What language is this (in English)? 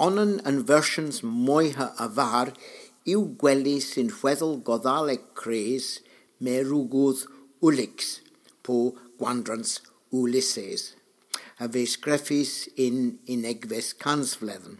Cornish